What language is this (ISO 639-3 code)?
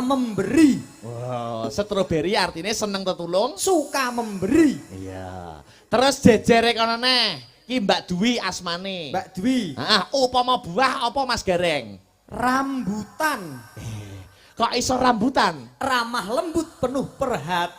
jav